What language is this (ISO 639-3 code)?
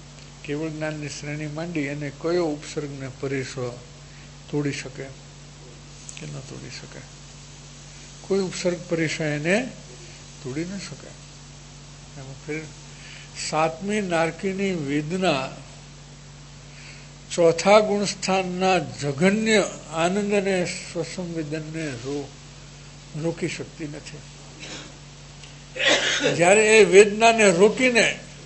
guj